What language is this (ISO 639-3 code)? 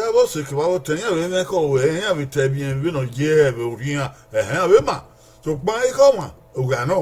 bin